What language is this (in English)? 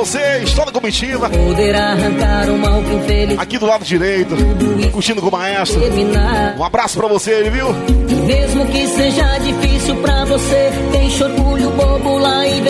Portuguese